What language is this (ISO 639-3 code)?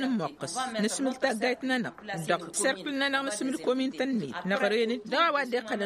taq